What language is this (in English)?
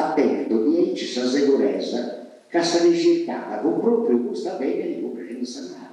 Sardinian